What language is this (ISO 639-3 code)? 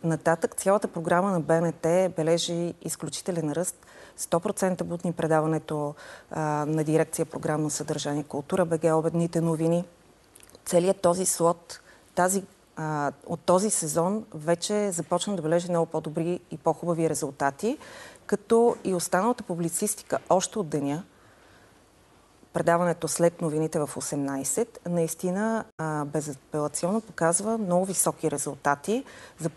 bul